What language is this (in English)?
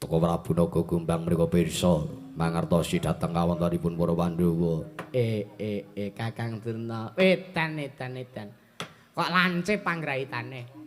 Javanese